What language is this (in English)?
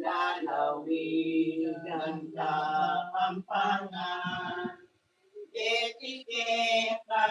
Pampanga